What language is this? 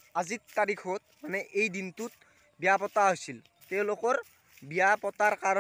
Assamese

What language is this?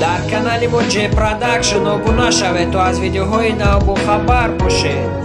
Tajik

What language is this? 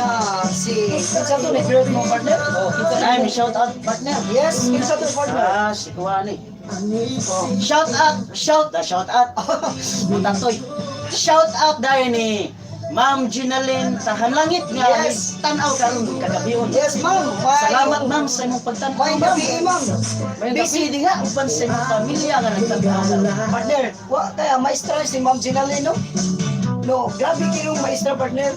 Cebuano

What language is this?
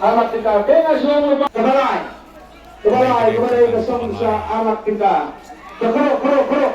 Khasi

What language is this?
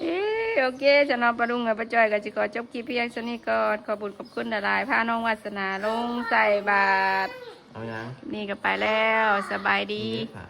Northeastern Thai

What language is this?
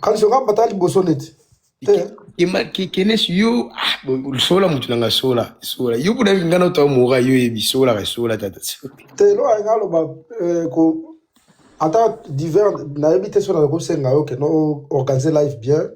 Lingala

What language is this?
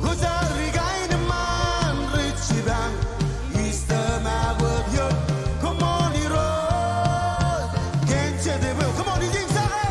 Marshallese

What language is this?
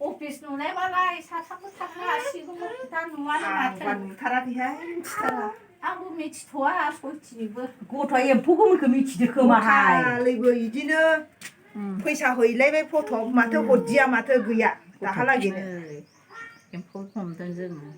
Bodo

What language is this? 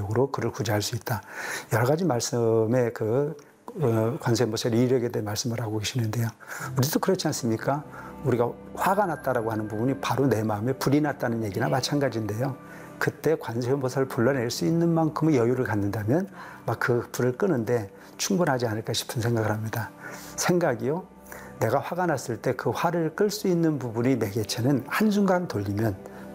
Korean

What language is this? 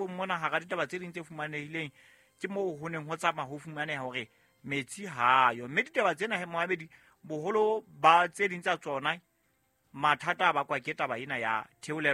Southern Sotho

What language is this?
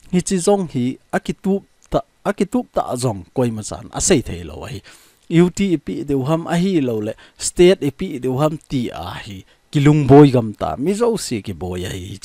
Thado Chin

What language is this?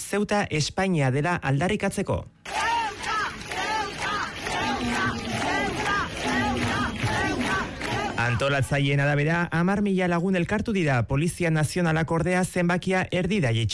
Basque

